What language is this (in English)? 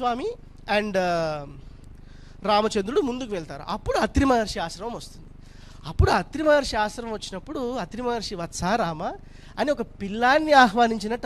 Telugu